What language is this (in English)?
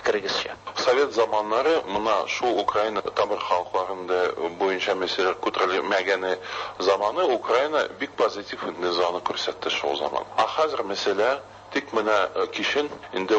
Tatar